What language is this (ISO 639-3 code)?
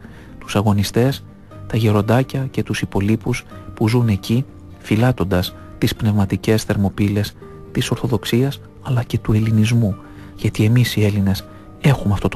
ell